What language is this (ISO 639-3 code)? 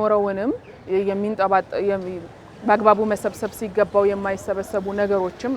amh